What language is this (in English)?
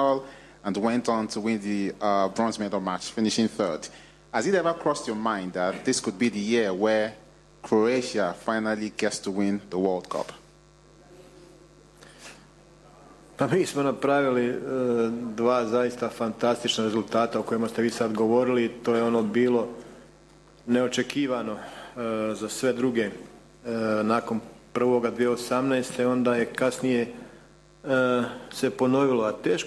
Croatian